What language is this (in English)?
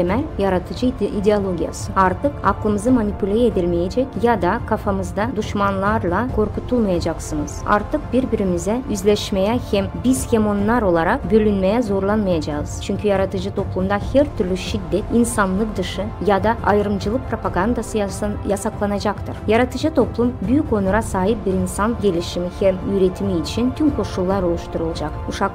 Gagauz